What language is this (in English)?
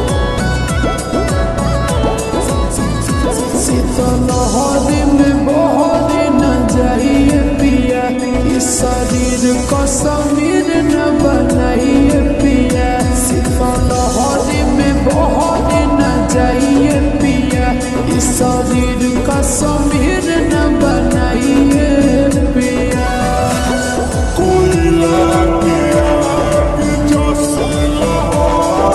Bhojpuri